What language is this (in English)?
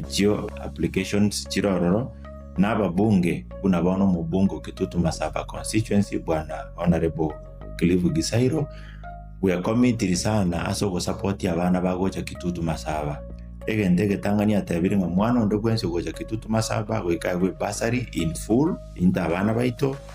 Gusii